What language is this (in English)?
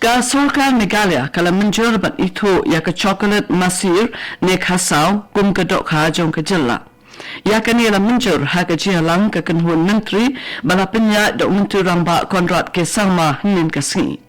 Khasi